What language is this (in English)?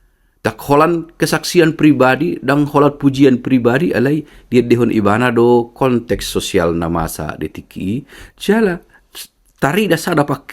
Batak Toba